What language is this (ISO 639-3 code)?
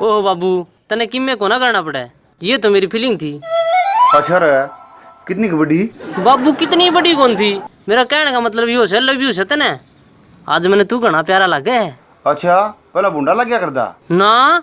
bgc